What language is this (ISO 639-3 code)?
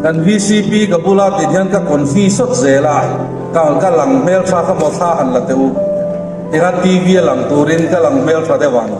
hmr